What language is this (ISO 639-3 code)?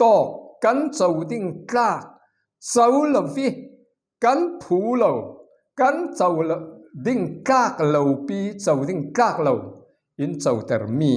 cfm